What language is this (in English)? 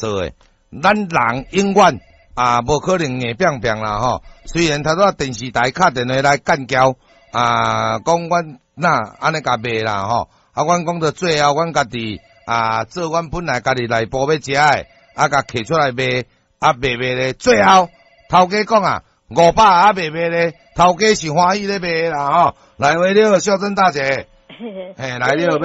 Min Nan Chinese